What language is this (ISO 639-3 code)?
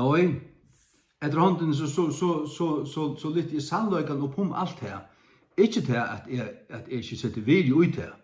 fao